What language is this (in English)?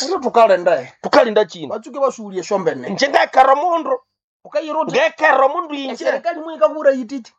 Nande